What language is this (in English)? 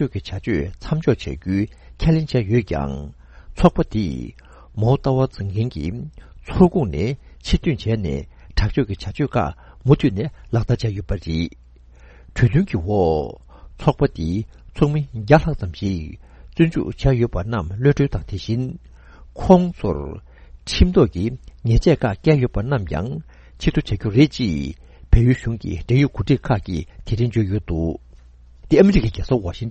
Tibetan